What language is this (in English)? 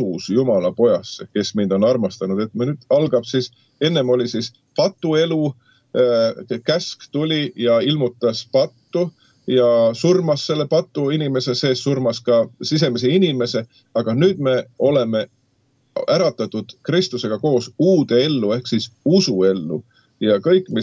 Estonian